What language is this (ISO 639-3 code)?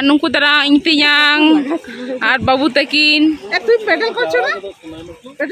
sat